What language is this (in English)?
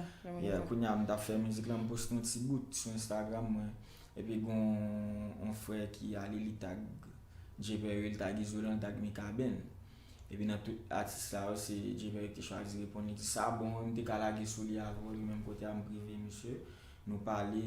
Haitian Creole